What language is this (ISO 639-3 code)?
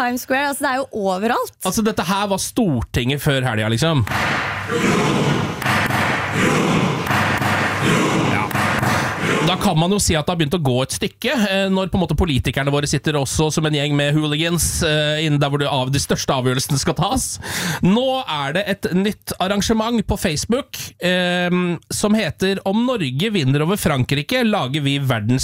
nor